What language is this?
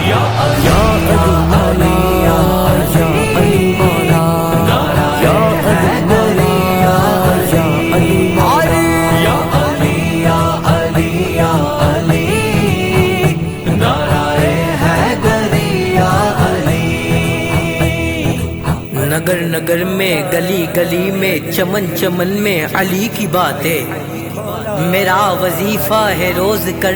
Urdu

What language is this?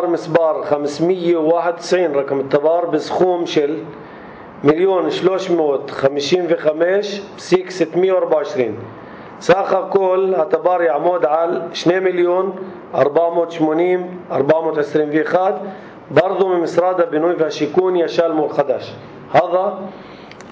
North Levantine Arabic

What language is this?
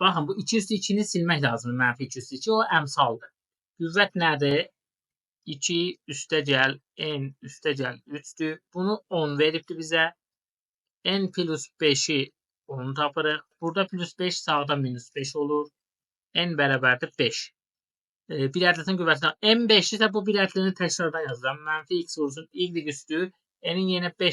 Azerbaijani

